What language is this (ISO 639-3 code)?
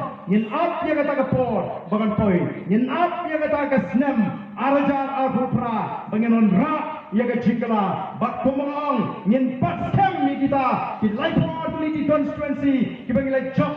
kha